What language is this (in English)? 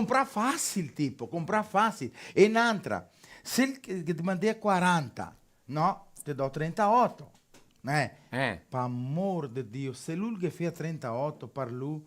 Venetian